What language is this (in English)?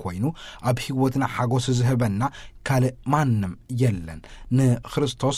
Tigrinya